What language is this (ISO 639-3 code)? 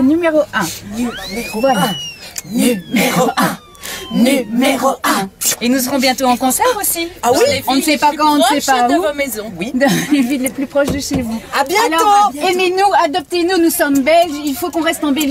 fra